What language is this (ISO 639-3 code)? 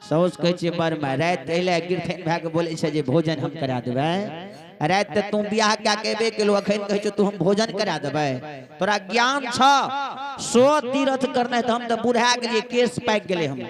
mai